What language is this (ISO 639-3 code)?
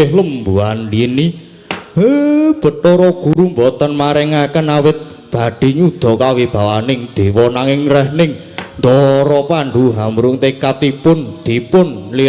jav